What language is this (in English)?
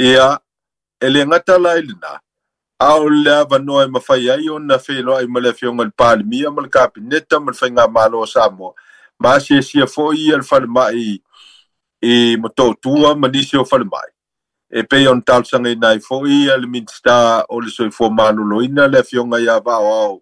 Samoan